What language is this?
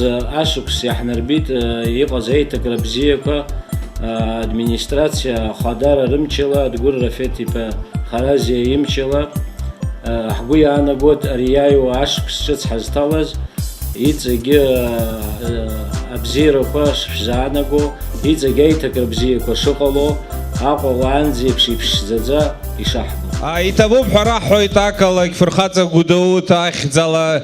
Abkhazian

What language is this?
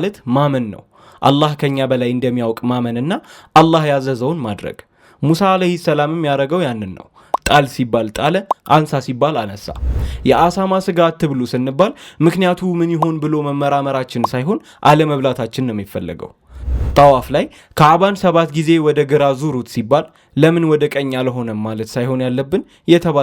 Amharic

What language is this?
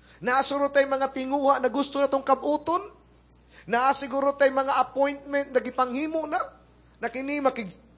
Cebuano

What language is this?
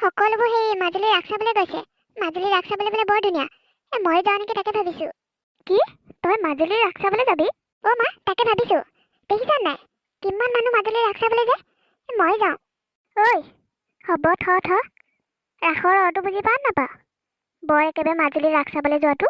Assamese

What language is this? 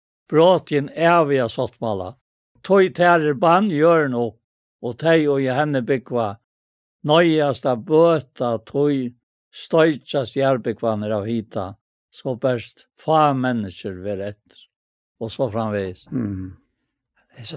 Faroese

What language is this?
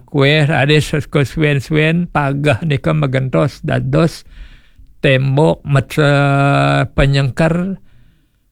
Balinese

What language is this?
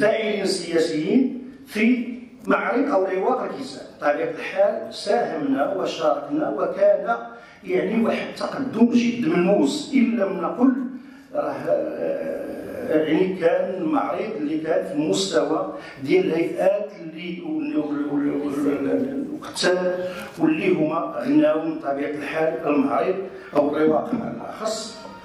Moroccan Arabic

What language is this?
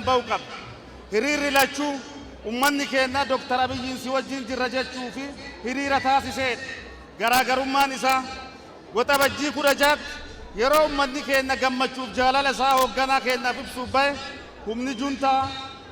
Oromo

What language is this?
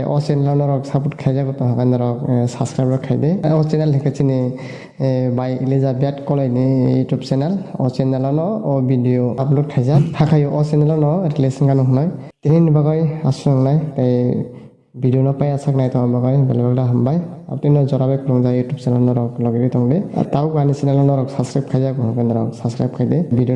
Kok Borok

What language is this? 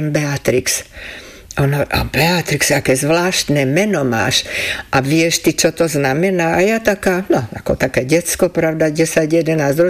Slovak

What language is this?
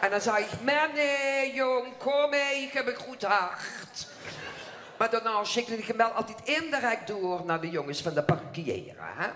Limburgish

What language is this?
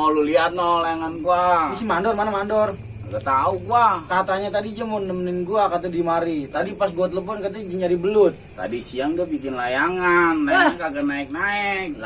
Betawi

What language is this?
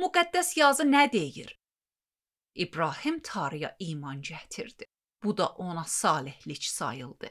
Azerbaijani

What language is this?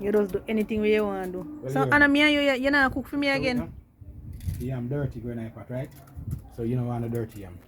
Jamaican Creole English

